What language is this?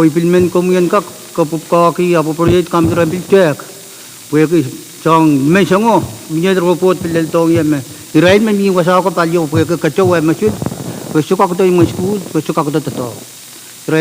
Pohnpeian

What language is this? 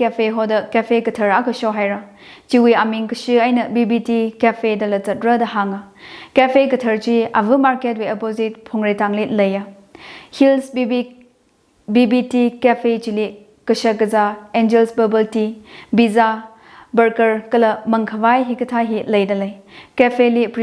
Tangkhul Naga (India)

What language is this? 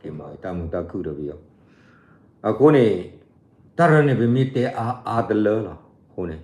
S'gaw Karen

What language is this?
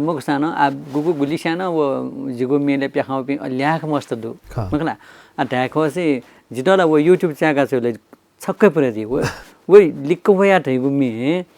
Newari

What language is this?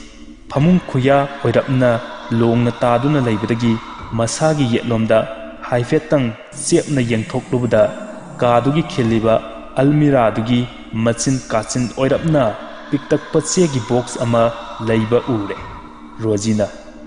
Manipuri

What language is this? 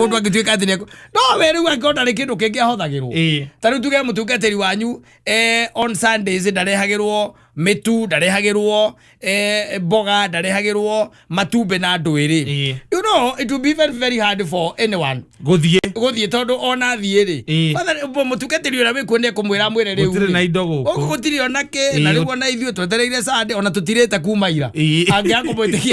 Kikuyu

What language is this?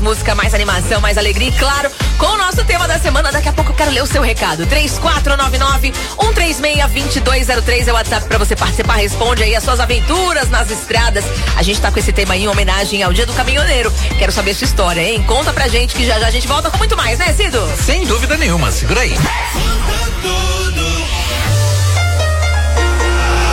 Portuguese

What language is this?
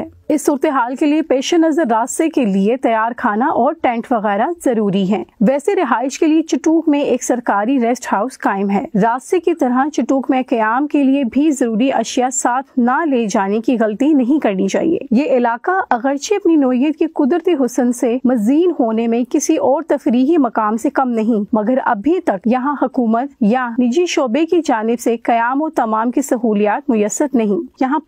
Urdu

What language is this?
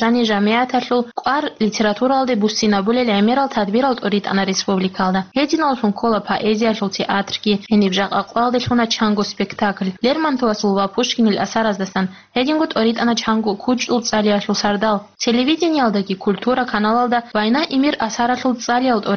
Avaric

